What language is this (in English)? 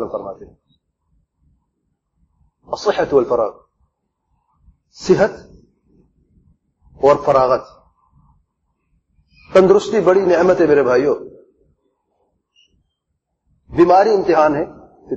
Urdu